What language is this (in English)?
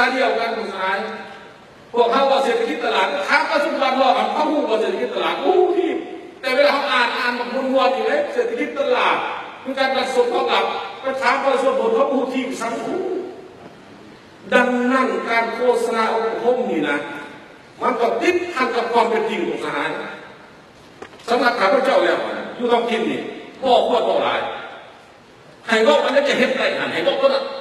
Lao